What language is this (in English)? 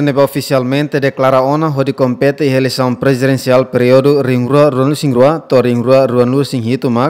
Tetum